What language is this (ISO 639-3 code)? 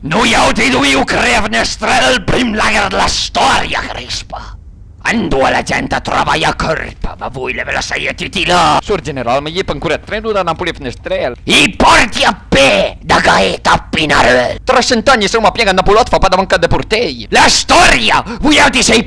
pms